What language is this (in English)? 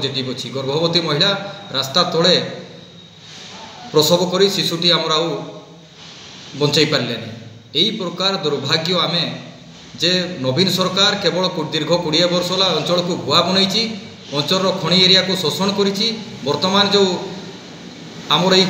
Odia